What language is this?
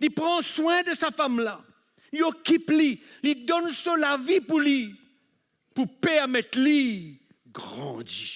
Morisyen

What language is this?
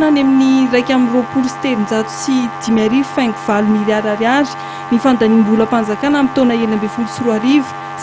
Malagasy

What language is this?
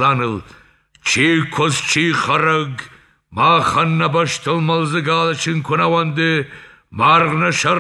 Ossetic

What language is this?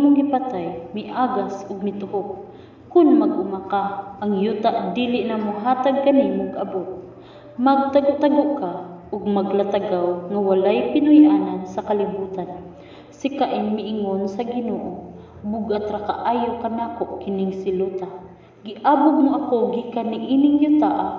Cebuano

